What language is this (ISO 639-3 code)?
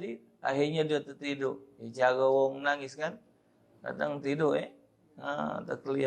mui